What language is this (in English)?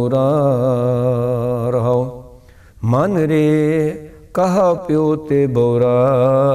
Punjabi